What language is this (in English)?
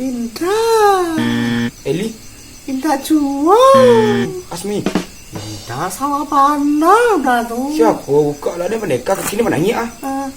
Minangkabau